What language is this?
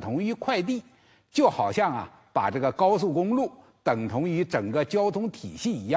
Chinese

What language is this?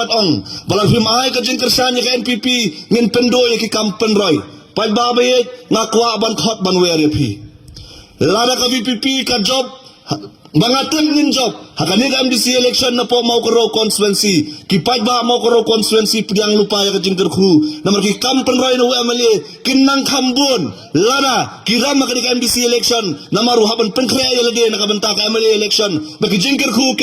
Khasi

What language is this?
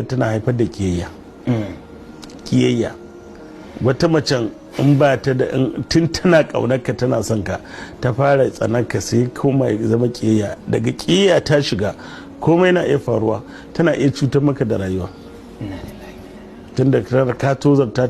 Hausa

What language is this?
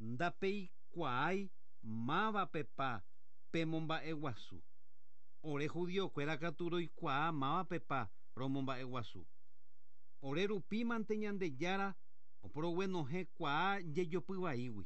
Guarani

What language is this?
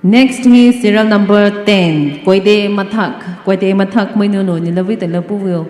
Poumei Naga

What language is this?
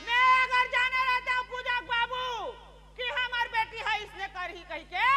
Chhattisgarhi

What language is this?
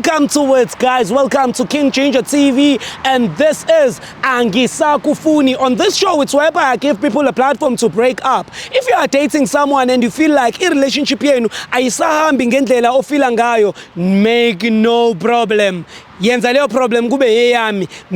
Zulu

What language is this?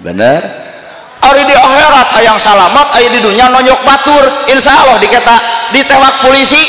Sundanese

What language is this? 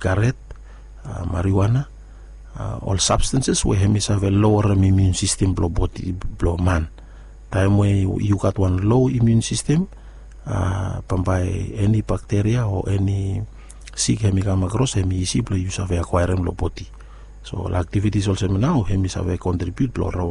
Bislama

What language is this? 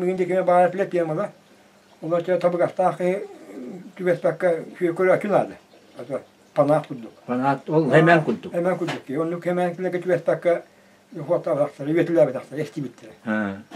Yakut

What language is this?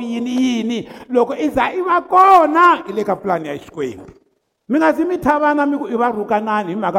Tsonga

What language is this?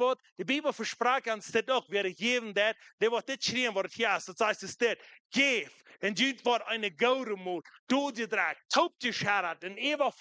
Plautdietsch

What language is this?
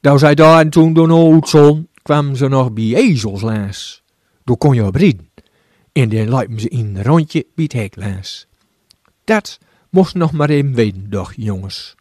Gronings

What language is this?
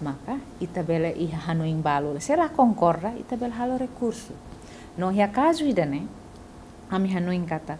Tetum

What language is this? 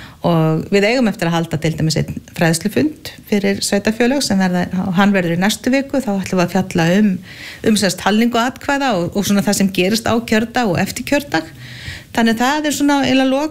Icelandic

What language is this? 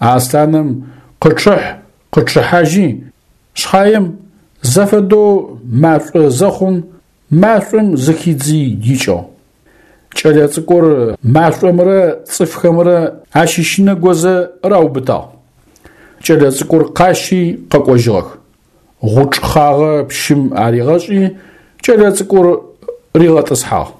Adyghe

